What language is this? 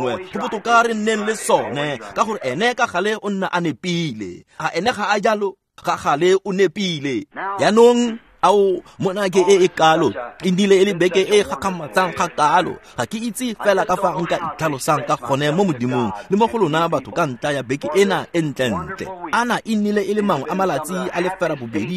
Tswana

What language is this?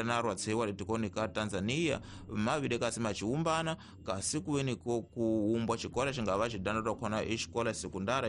Tsonga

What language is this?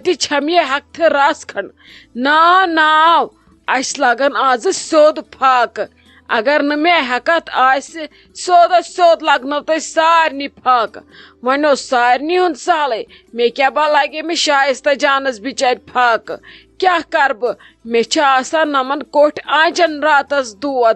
Kashmiri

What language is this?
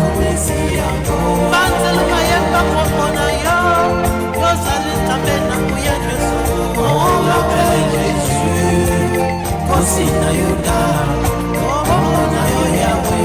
Tetela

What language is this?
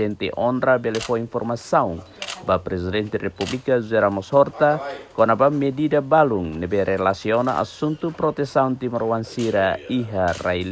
Tetum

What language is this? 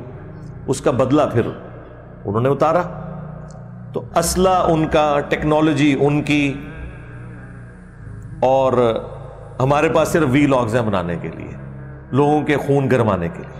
Urdu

